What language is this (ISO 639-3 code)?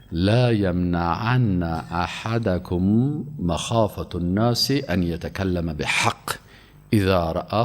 fas